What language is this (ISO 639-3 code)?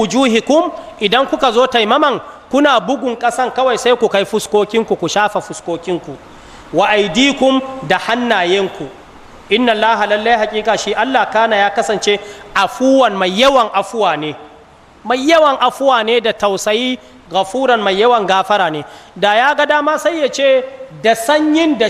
hau